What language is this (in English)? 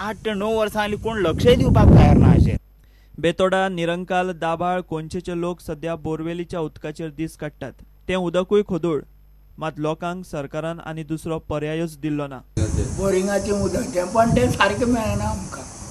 Konkani